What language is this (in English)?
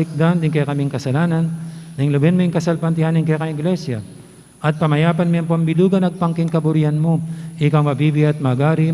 Pampanga